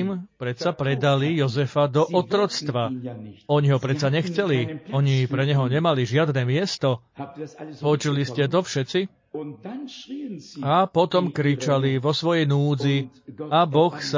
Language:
Slovak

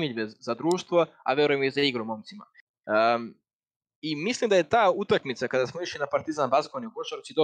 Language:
Serbian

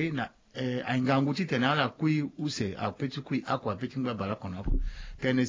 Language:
Sango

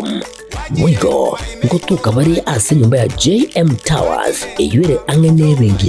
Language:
Gusii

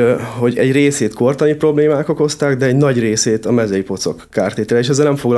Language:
Hungarian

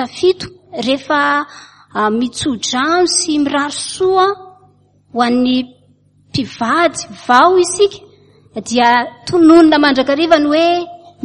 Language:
Malagasy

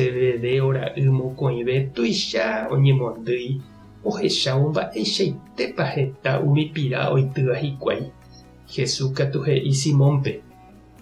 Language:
Guarani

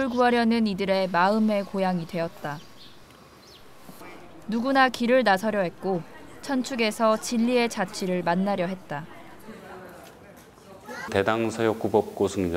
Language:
Korean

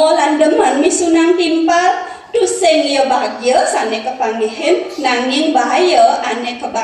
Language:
Balinese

